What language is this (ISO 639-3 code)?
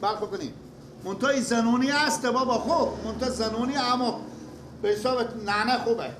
fas